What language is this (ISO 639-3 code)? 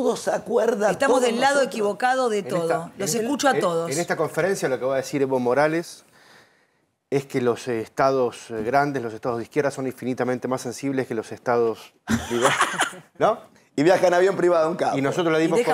spa